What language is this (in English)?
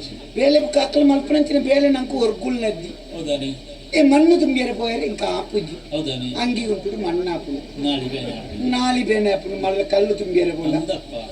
Tulu